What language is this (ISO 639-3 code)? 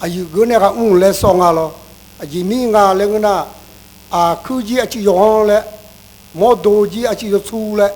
ahk